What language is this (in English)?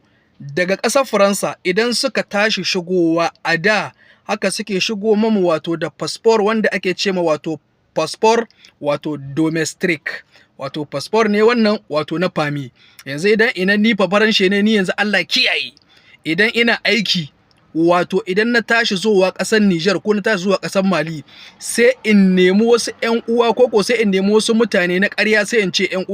Hausa